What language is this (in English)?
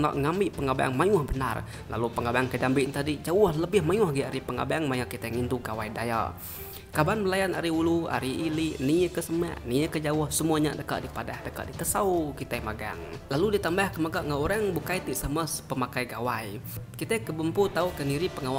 Iban